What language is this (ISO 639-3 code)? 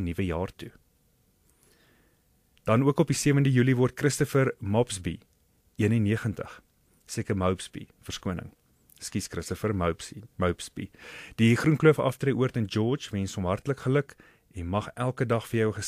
afr